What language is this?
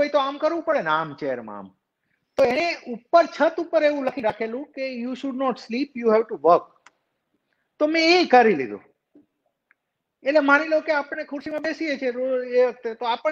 Gujarati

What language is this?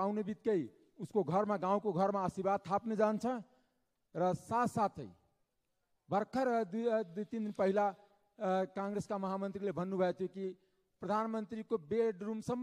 Nepali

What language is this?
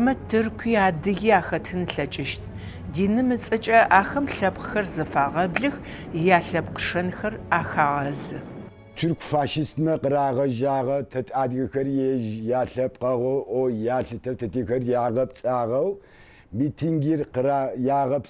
Adyghe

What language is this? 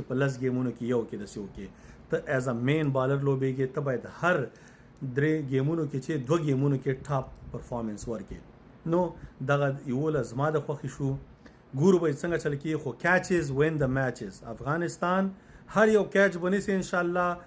Pashto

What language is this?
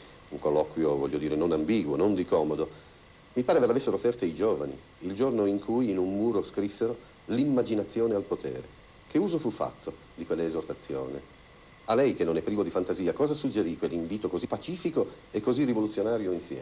Italian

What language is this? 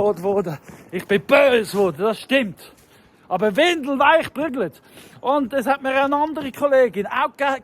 Swiss German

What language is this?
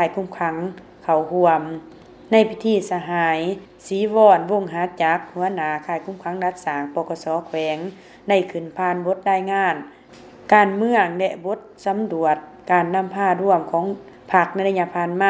Lao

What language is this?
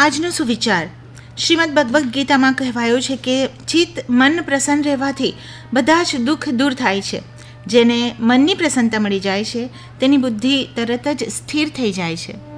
Gujarati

